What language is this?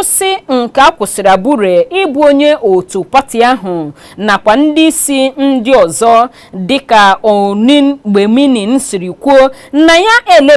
Igbo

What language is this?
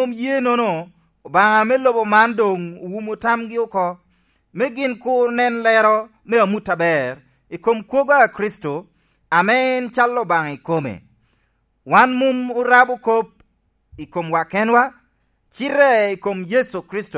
Lango (Uganda)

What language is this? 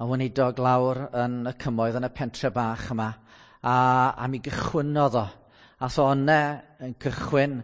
Welsh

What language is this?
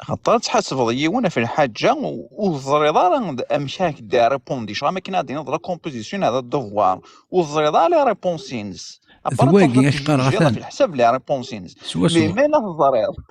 Kabyle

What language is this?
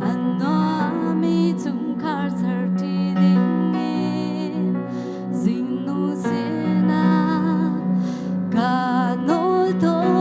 Hakha Chin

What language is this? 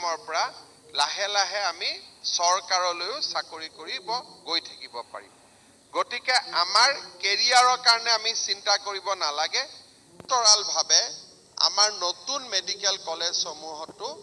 Assamese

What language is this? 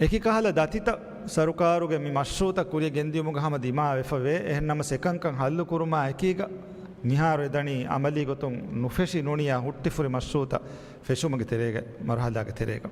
Divehi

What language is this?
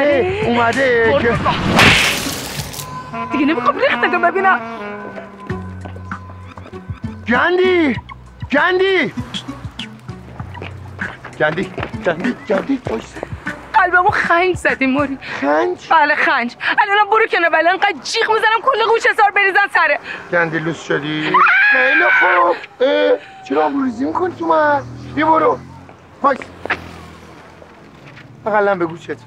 Persian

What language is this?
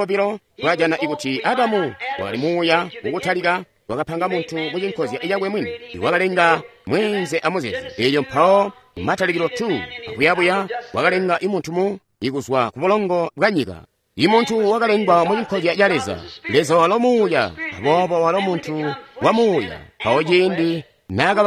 Tonga (Zambia)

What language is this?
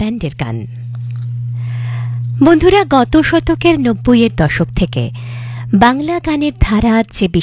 Bangla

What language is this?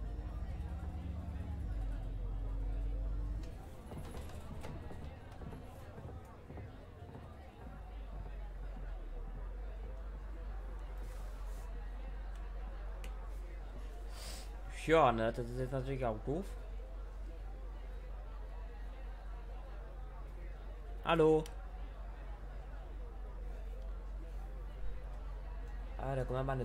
German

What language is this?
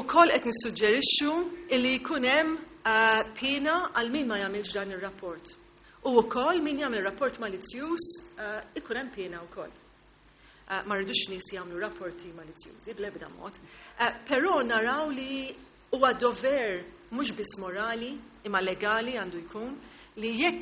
Maltese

